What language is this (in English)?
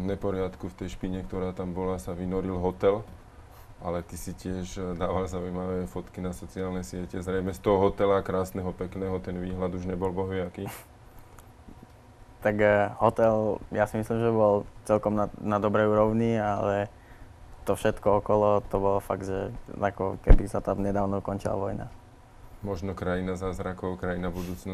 Slovak